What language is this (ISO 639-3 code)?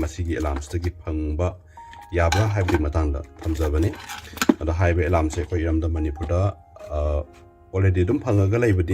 mni